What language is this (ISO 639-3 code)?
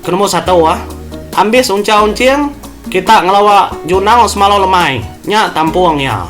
iba